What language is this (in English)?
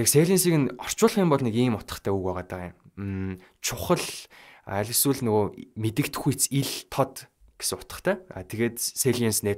Mongolian